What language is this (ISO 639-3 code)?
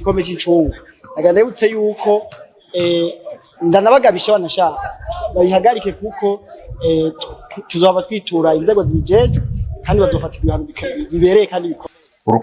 run